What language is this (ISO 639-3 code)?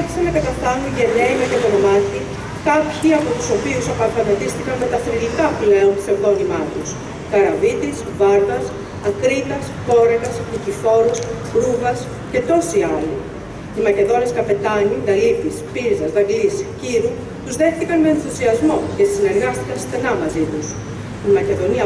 ell